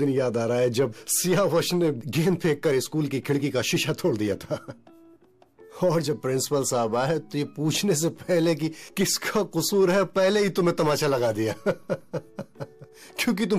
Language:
Hindi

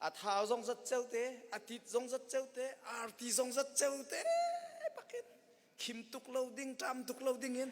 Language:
Hakha Chin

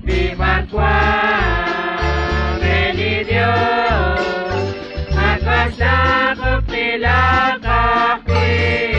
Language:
Kekchí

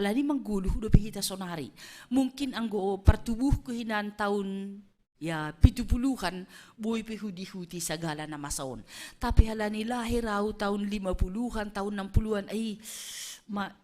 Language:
Batak Simalungun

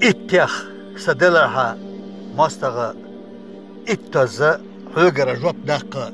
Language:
Chechen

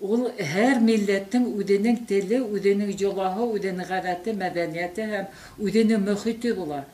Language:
Bashkir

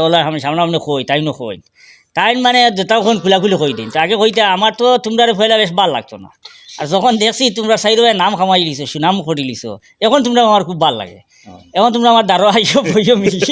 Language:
Sylheti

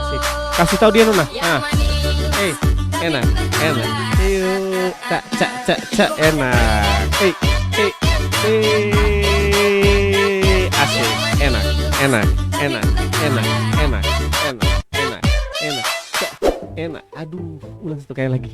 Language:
Ambonese Malay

